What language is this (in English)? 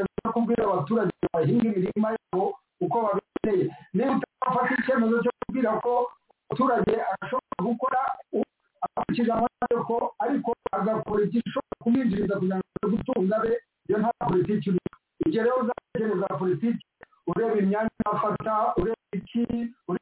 Kinyarwanda